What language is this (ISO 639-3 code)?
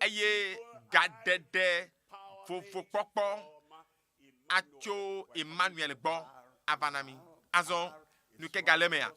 ewe